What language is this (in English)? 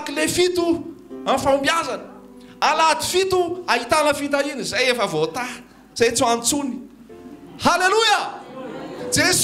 Malagasy